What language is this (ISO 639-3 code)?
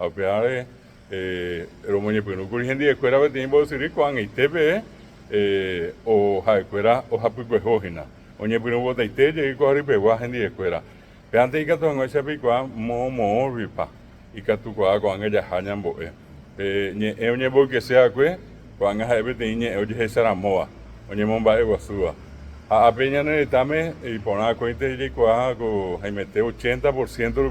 grn